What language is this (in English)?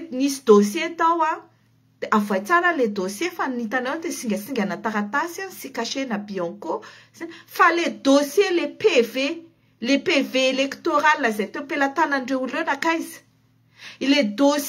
Malagasy